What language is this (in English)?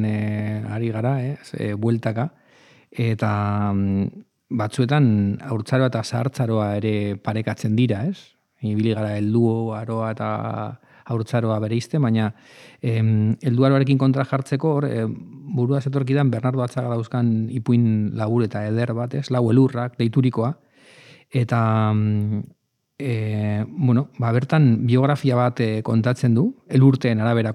Basque